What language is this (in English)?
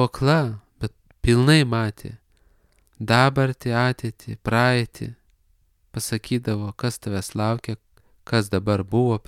Lithuanian